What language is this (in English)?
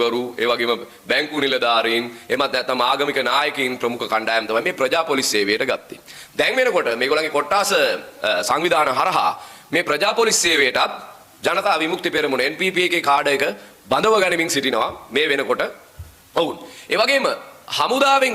Sinhala